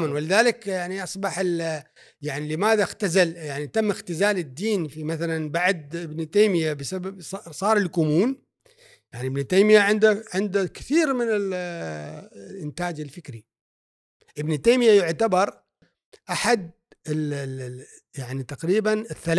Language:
Gulf Arabic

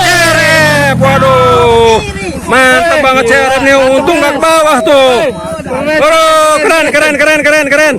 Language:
Betawi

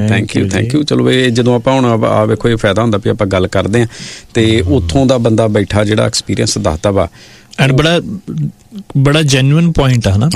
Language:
Punjabi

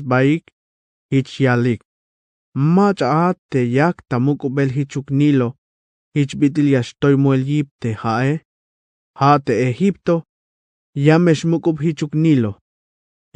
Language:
Tzeltal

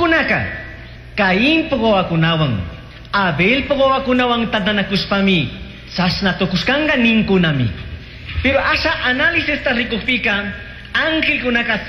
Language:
Chimborazo Highland Quichua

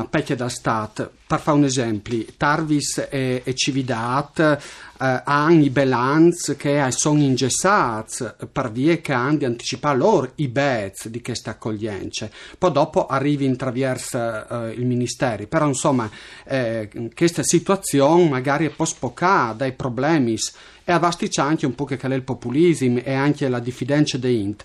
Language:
Friulian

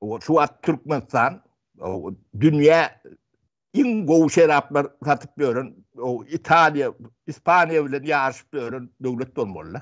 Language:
Turkmen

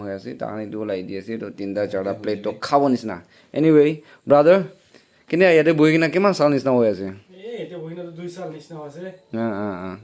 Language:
Naga Pidgin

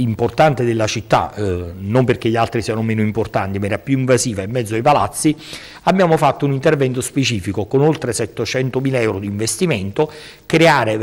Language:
Italian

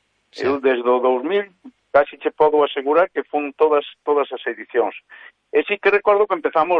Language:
Galician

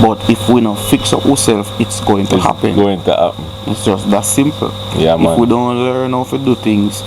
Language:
Jamaican Creole English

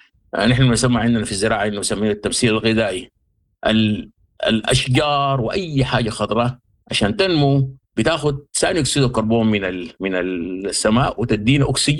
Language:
Sudanese Arabic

